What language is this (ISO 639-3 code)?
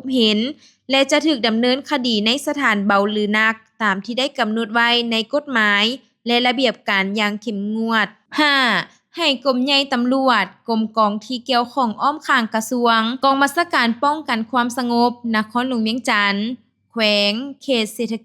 lao